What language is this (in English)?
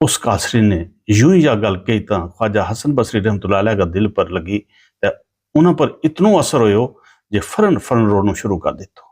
Gujari